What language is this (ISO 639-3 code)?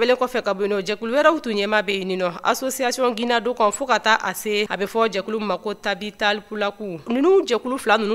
bam